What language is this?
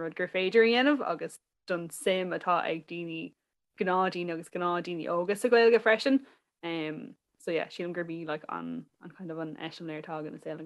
Irish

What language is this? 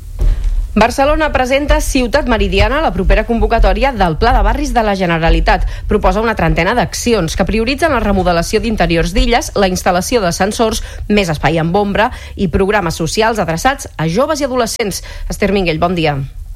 Catalan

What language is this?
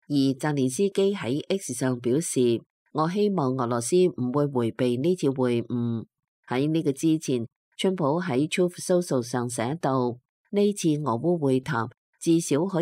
Cantonese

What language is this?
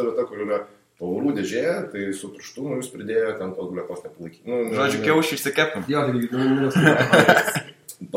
Lithuanian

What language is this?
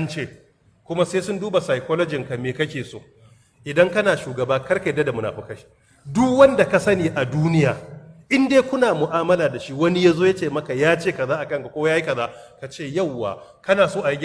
Hausa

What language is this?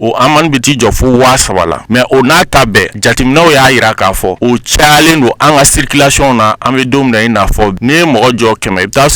Bambara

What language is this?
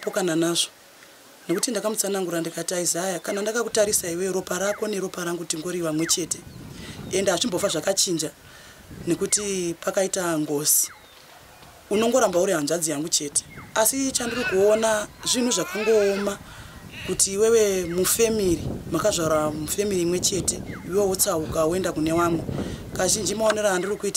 Shona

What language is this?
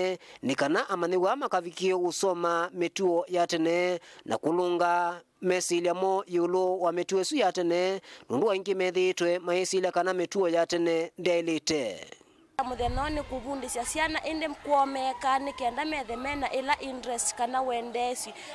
Kamba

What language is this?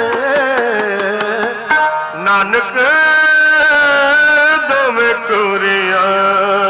Punjabi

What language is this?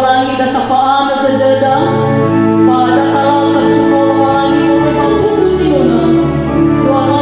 Nias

